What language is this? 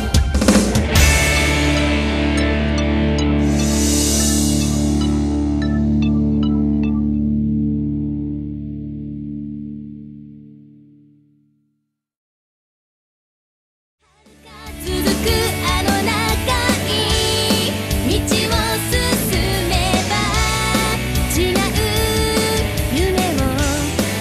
Japanese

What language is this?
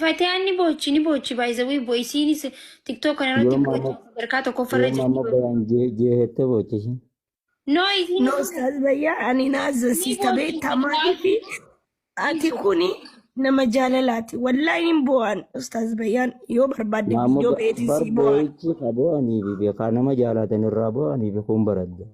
Oromo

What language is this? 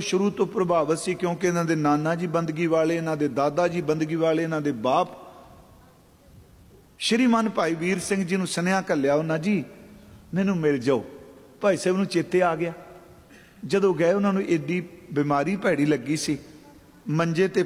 Punjabi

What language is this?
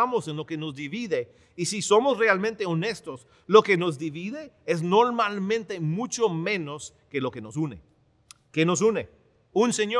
Spanish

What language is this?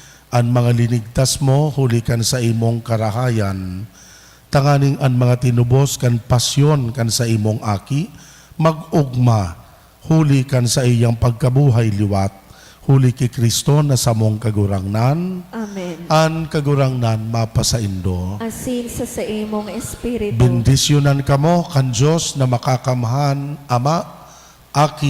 Bikol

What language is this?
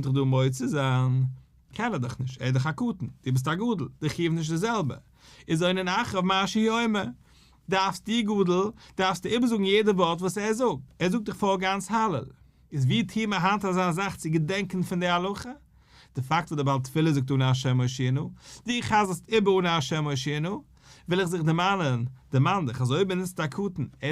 Yiddish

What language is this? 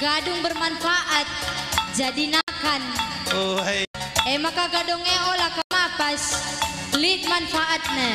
Batak Karo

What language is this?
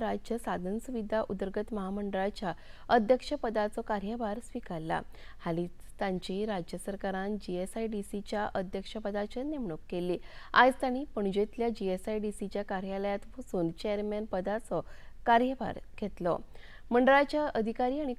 Konkani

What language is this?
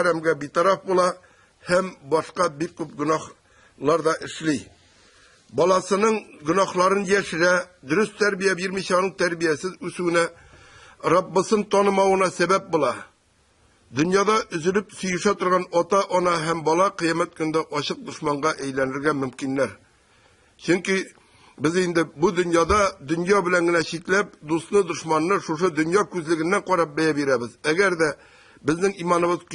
Tatar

